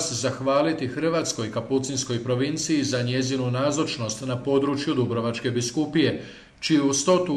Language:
Croatian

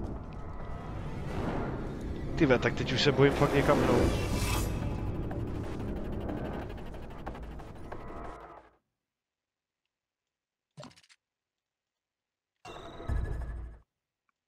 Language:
Czech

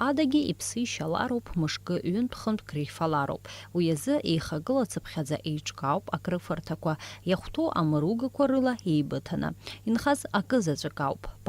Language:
Abkhazian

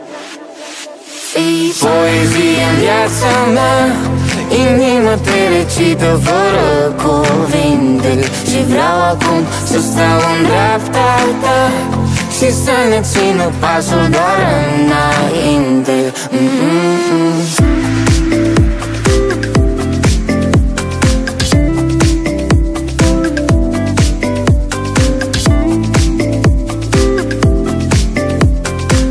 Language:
Romanian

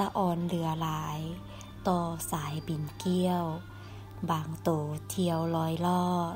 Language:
Lao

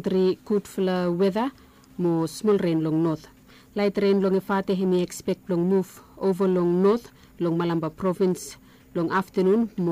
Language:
Bislama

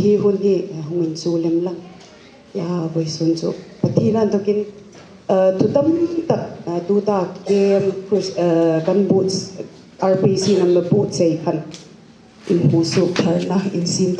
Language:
Hmar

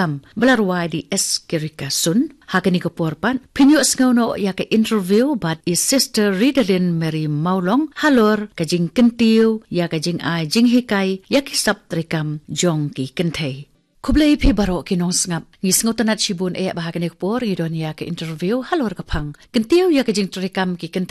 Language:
Khasi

